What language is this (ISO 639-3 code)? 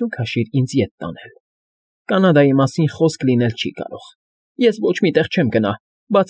hye